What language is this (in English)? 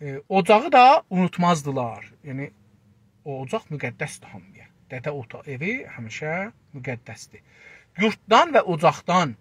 South Azerbaijani